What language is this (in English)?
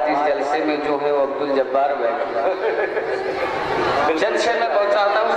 Urdu